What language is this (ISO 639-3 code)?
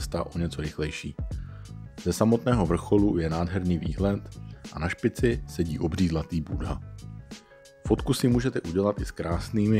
ces